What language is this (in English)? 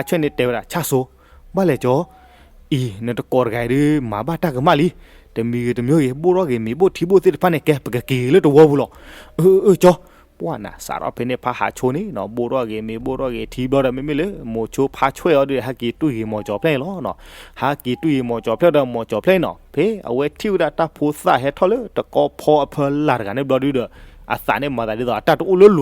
S'gaw Karen